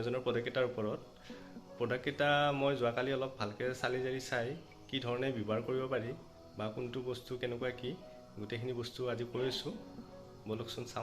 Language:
Assamese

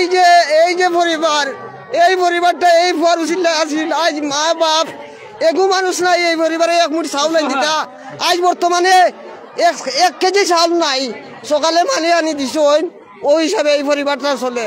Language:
Sylheti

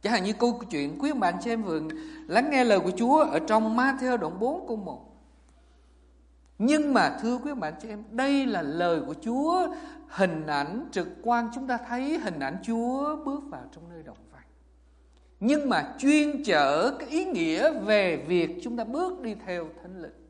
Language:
Vietnamese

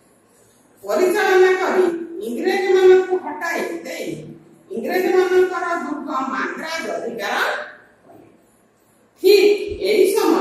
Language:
Odia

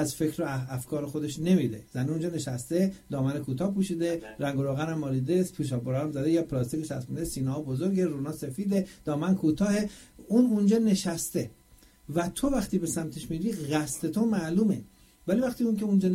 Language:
Persian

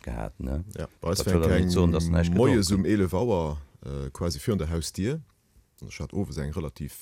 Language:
Luxembourgish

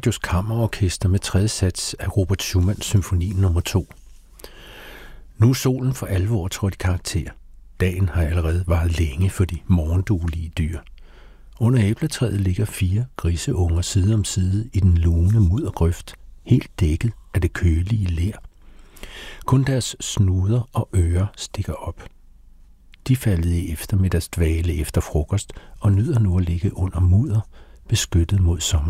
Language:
Danish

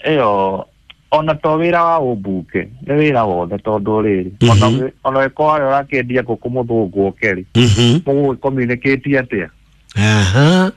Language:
Kikuyu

